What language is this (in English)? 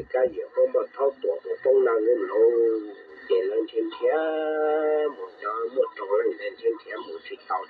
Hmong